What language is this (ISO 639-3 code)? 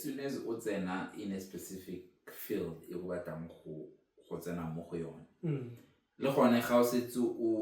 tsn